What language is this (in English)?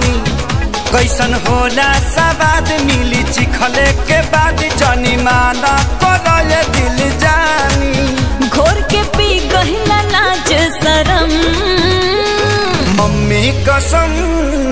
Bhojpuri